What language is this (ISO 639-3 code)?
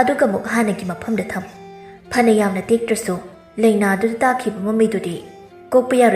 mni